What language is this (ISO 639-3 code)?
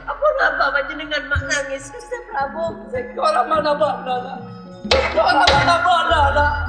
mad